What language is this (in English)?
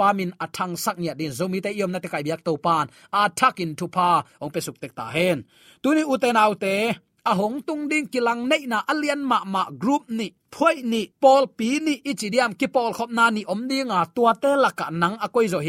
Tedim Chin